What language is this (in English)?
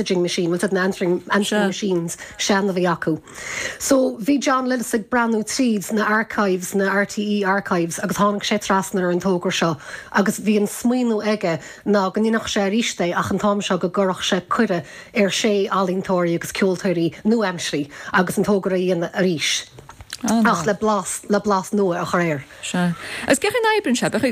Irish